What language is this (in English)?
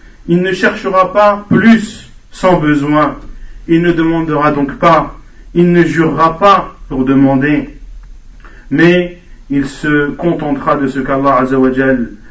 French